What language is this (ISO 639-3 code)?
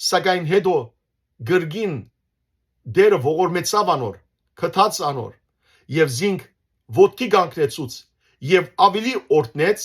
hyw